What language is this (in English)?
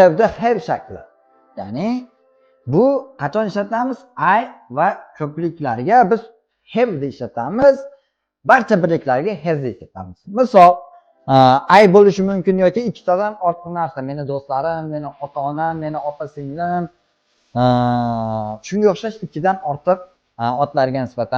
Uzbek